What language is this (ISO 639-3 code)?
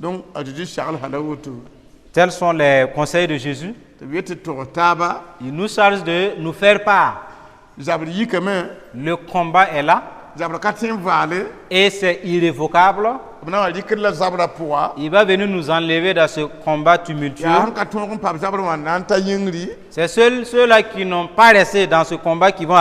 mos